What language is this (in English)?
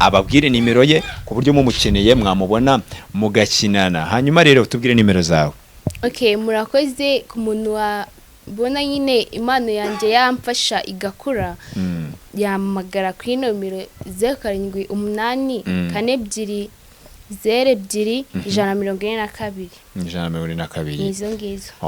Kinyarwanda